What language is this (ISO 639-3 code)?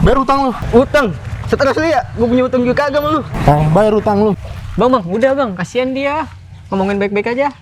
bew